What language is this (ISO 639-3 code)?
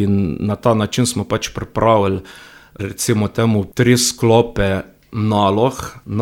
slv